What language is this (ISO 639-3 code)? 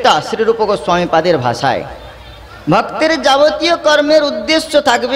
ben